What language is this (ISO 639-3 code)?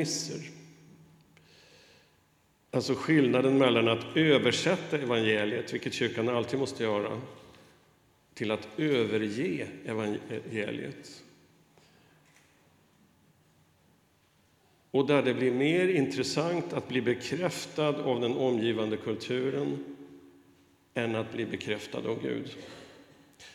swe